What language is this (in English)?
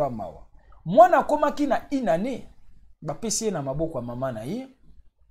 Lingala